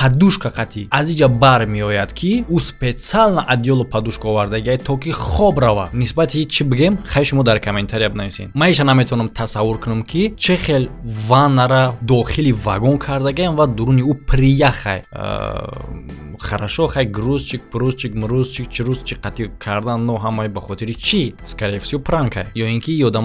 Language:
Tajik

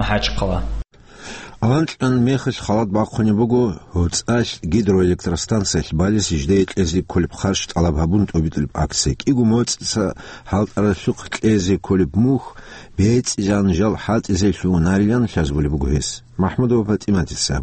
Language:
Avaric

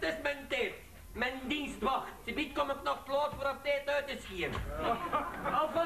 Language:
Dutch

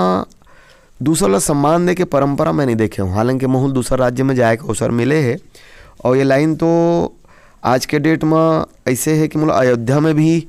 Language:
Chhattisgarhi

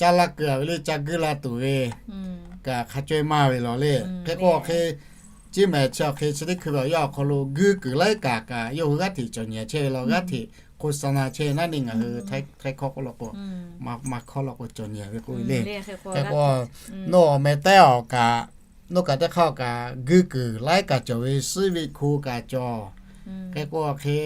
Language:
Lahu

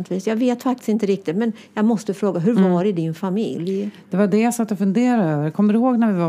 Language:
Swedish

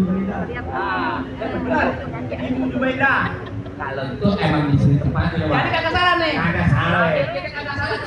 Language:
Betawi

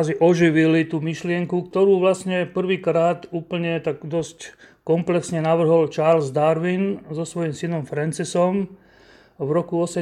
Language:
Slovak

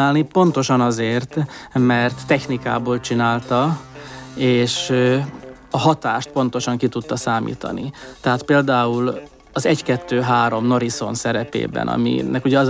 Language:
Hungarian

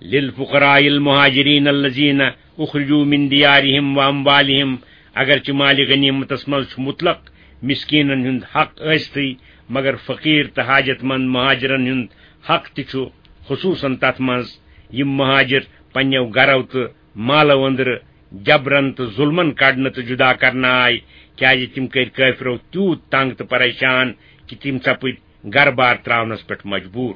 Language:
Kashmiri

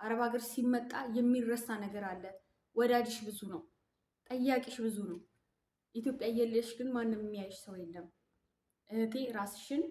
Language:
Amharic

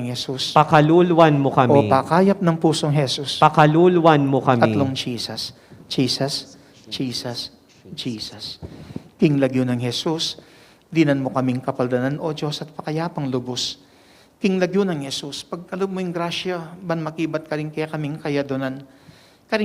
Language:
Pampanga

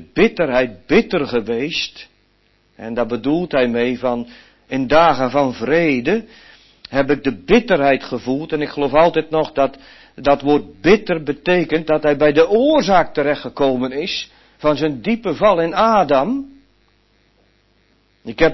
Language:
Dutch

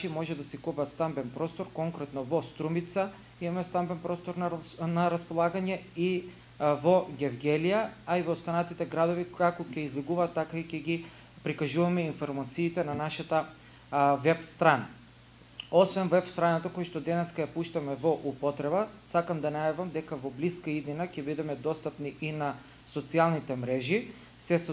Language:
Macedonian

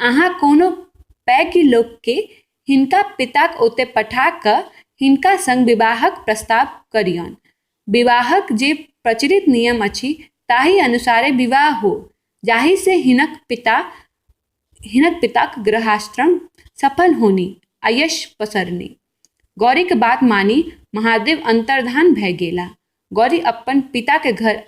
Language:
Maithili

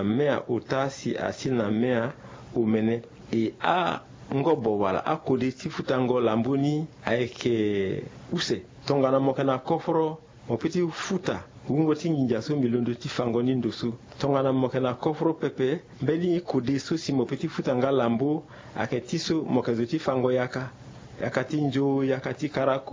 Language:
Sango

